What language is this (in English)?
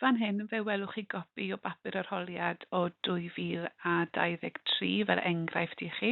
Welsh